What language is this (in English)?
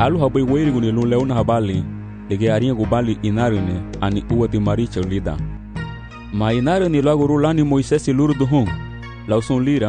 Garifuna